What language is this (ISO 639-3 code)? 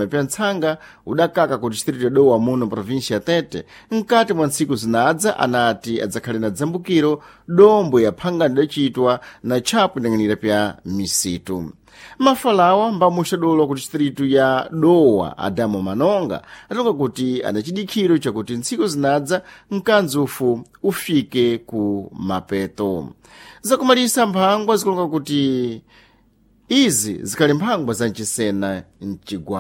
seh